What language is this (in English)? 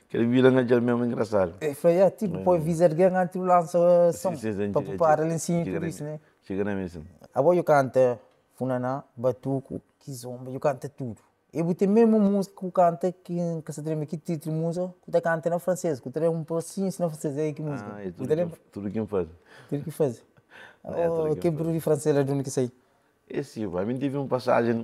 Kabuverdianu